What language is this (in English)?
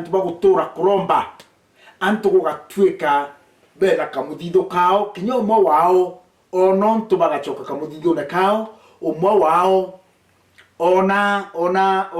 Meru